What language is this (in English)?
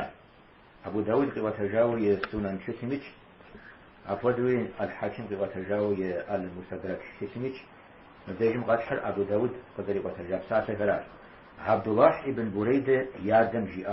Kabardian